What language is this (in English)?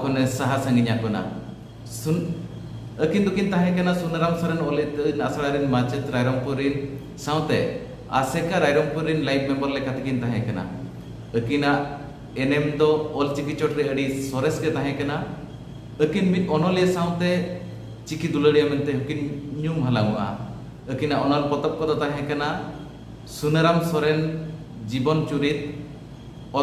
Santali